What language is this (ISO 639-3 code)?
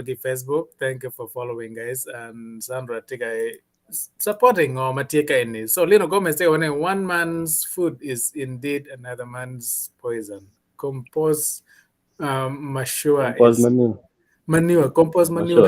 ach